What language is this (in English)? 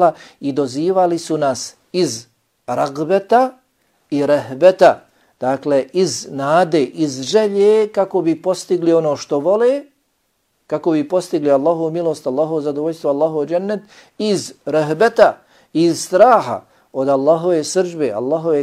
Bosnian